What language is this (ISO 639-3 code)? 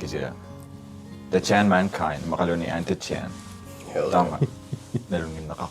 kal